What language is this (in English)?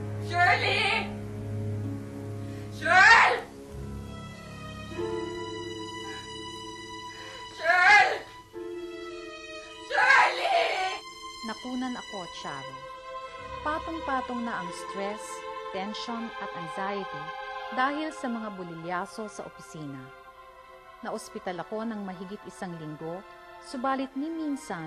Filipino